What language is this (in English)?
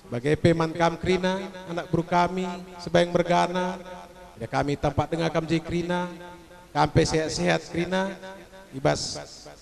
Batak Karo